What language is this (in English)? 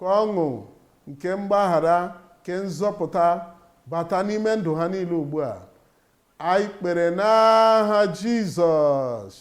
Igbo